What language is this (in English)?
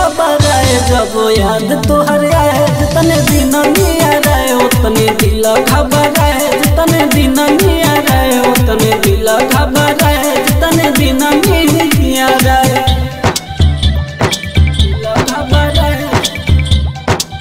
Bhojpuri